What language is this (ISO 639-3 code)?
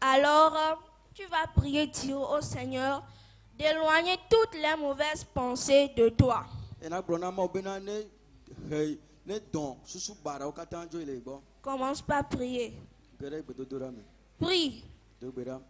ewe